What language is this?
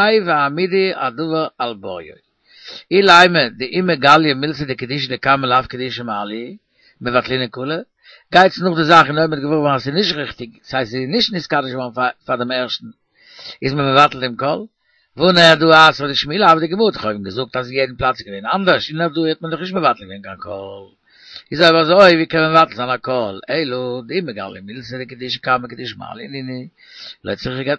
Yiddish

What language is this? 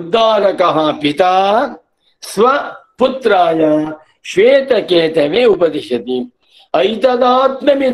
Sanskrit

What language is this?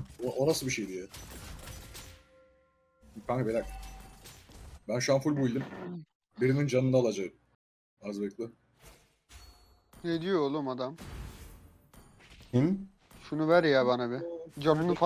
Turkish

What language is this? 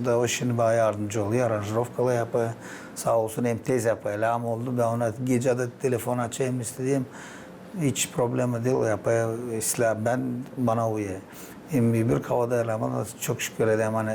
Gagauz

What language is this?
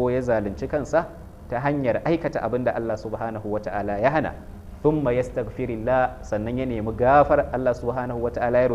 Hausa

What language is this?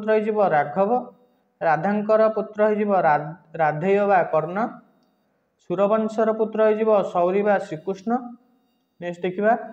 Odia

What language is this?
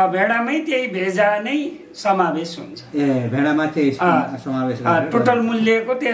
Nepali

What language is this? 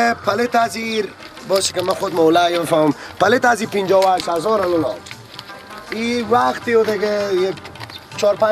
Persian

